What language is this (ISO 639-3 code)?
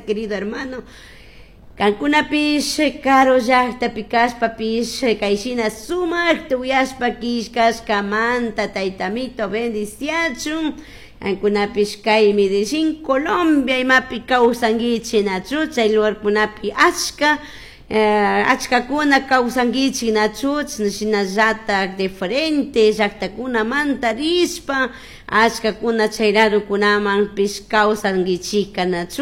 qug